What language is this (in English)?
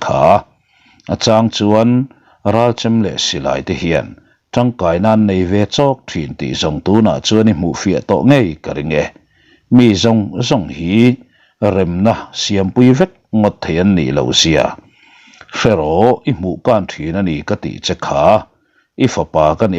Mizo